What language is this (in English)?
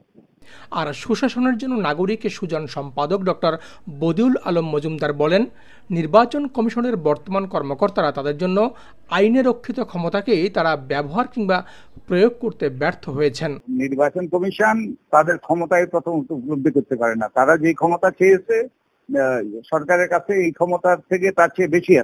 Bangla